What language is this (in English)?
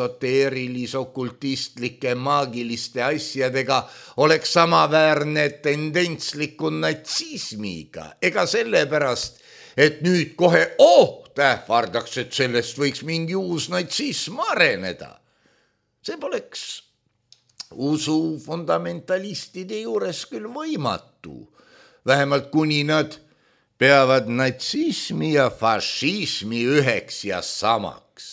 Estonian